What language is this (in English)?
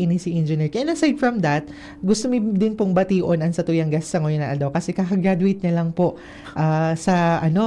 Bikol